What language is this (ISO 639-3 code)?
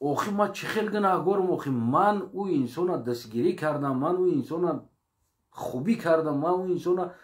tgk